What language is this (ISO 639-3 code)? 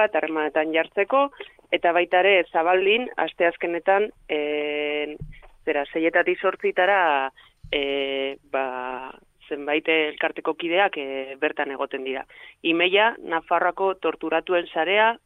eus